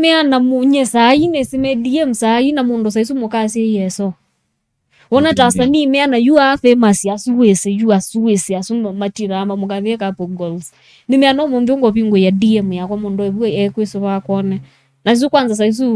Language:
Kamba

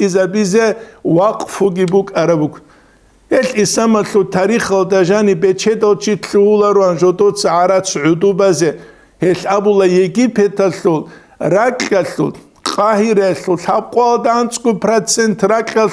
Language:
Avaric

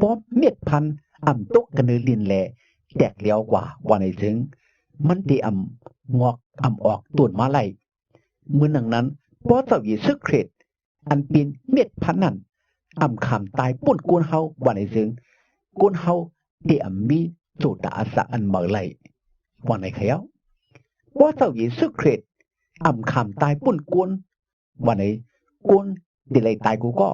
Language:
Shan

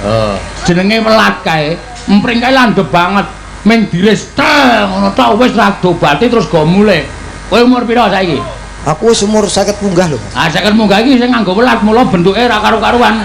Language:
Javanese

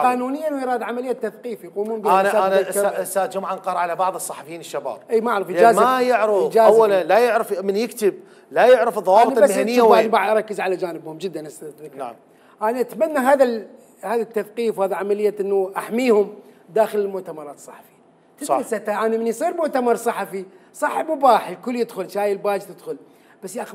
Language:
Mesopotamian Arabic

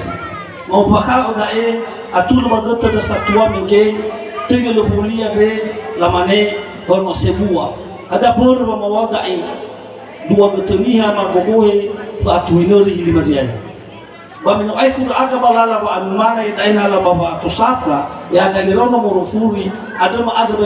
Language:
Nias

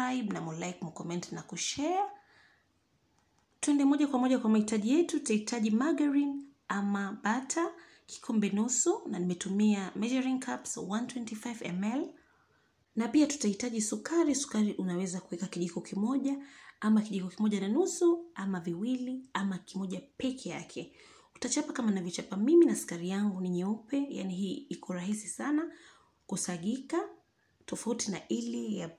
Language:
Swahili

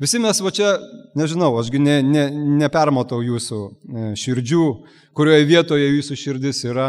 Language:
Lithuanian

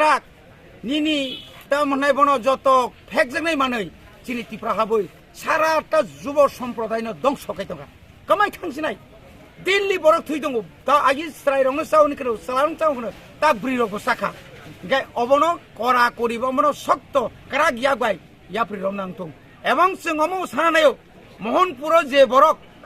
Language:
Kok Borok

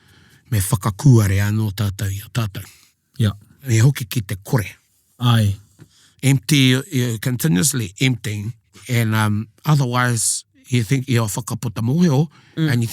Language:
Māori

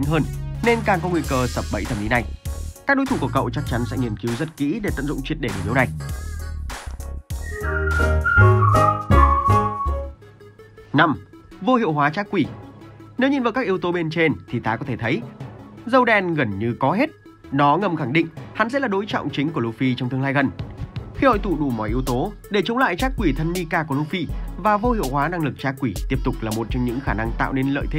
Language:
Vietnamese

